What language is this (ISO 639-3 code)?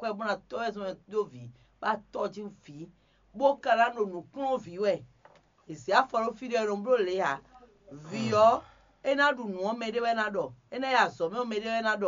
fon